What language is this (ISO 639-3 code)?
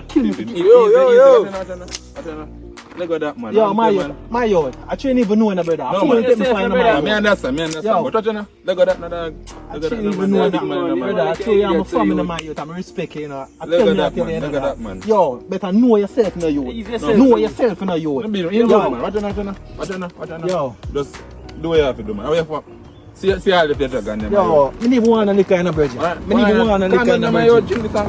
jam